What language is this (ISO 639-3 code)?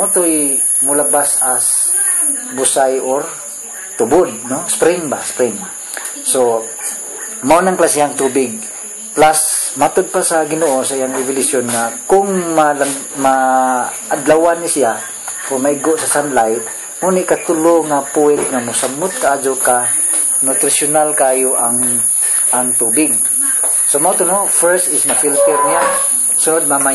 ceb